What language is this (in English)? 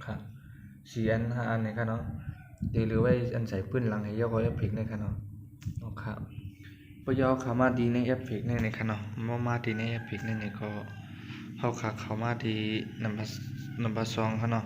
Shan